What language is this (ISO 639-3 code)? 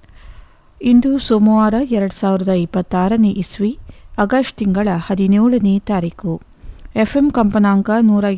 kan